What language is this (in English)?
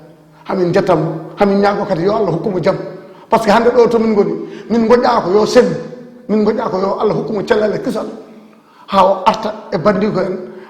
Fula